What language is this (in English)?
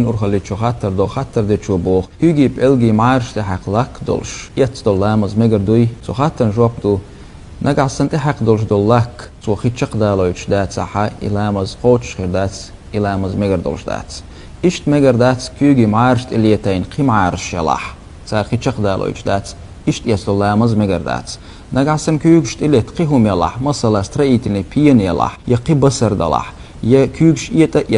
Chechen